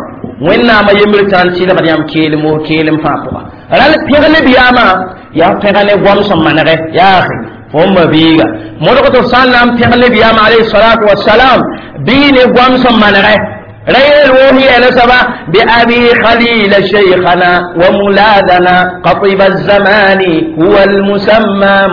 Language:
Mossi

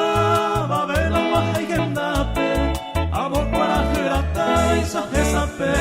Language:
Guarani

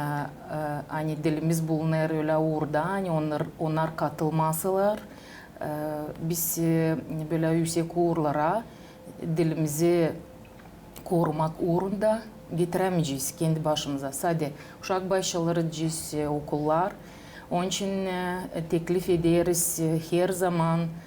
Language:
Gagauz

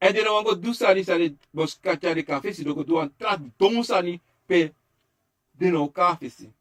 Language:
Sranan Tongo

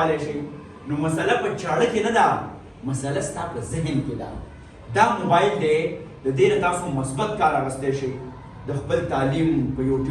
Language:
Pashto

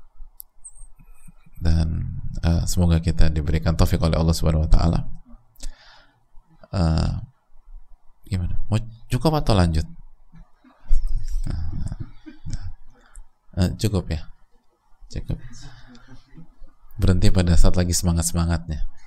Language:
Indonesian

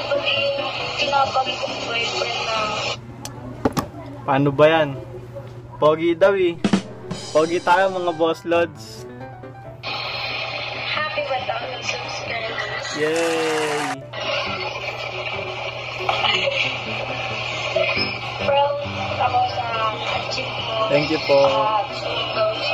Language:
Filipino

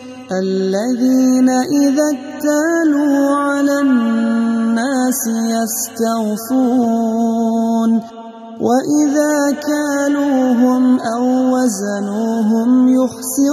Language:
Arabic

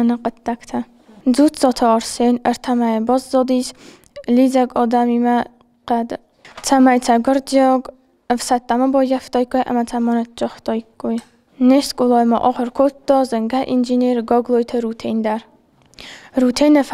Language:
Ossetic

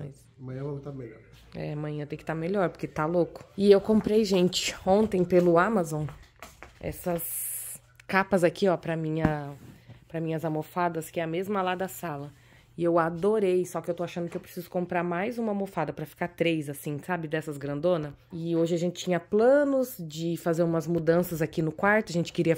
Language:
Portuguese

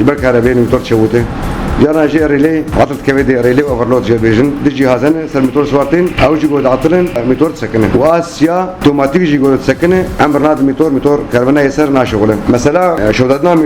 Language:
Kurdish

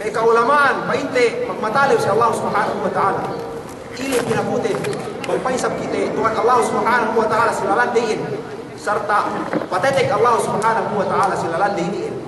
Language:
Yakan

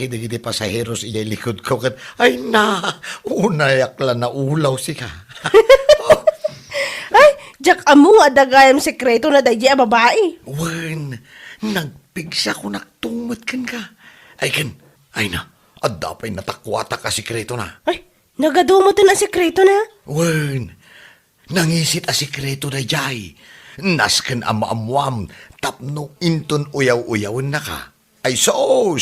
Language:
Iloko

